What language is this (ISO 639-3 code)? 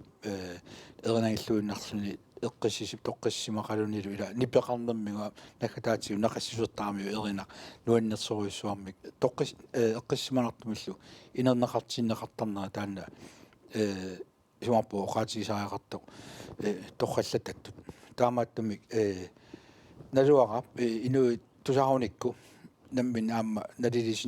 kal